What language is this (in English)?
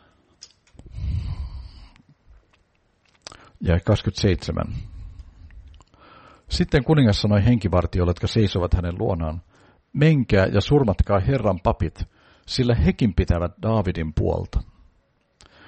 Finnish